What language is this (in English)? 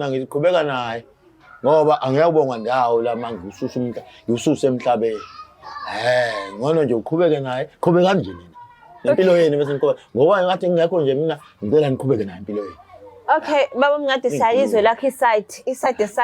Zulu